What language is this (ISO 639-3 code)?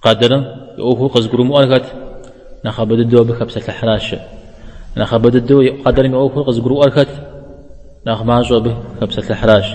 kbd